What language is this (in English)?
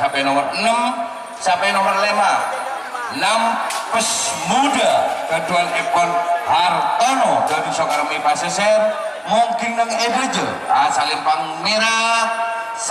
Madurese